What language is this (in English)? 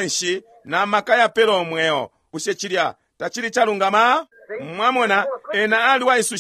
Bemba